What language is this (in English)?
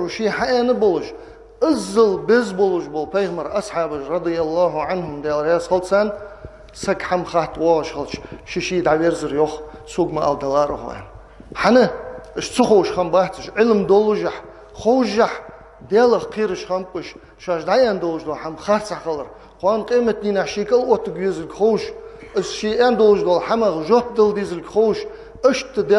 Ingush